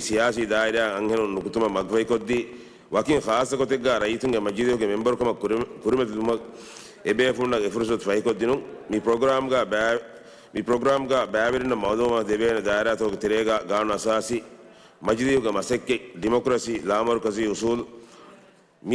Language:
Divehi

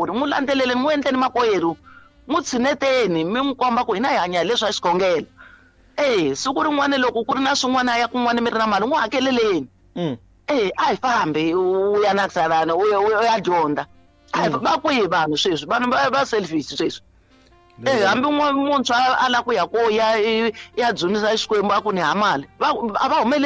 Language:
Tsonga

